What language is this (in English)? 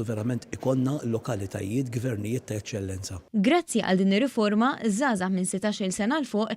Maltese